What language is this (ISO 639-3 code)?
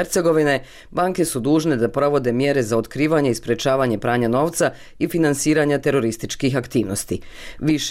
bos